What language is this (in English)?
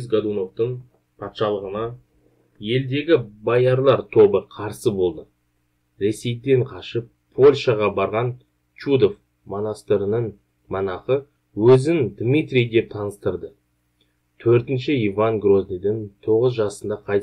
Kazakh